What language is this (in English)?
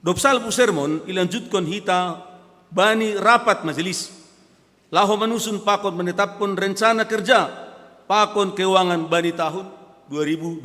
Batak Simalungun